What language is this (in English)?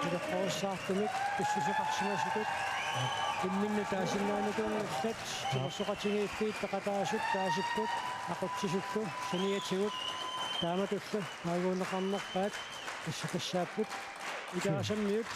Kalaallisut